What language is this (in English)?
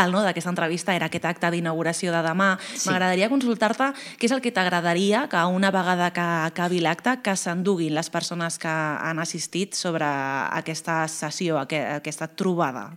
Catalan